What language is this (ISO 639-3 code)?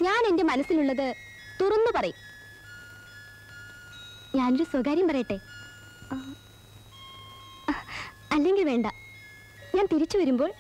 mal